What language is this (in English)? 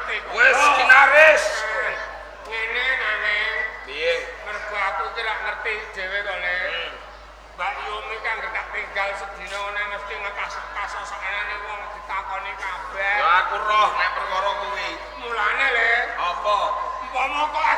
Javanese